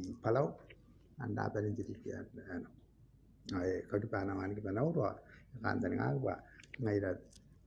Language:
Gilbertese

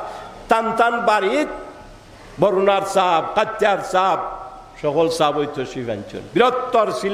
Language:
Sylheti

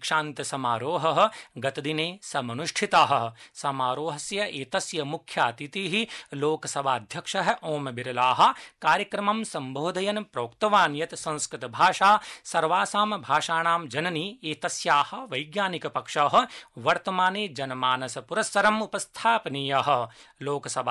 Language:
Sanskrit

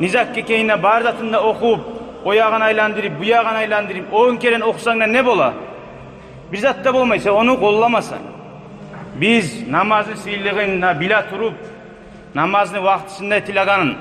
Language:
Kumyk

